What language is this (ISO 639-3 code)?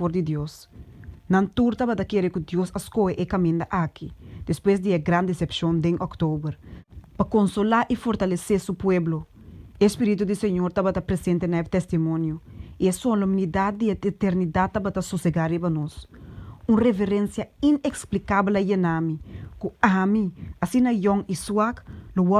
pap